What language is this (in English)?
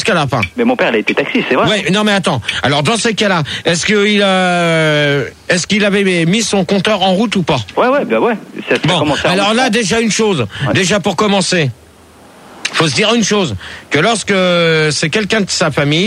French